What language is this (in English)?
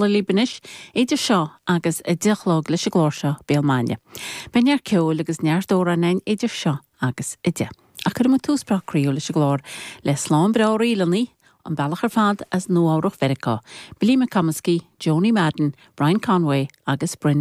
Irish